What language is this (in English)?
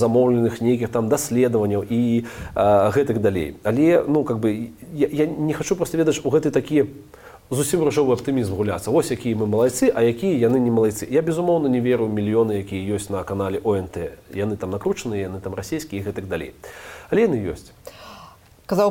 Belarusian